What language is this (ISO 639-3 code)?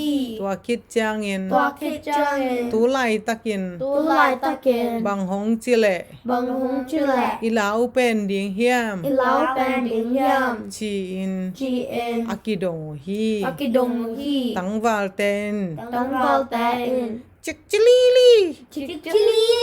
ctd